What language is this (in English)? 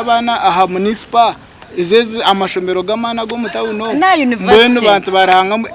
Nyankole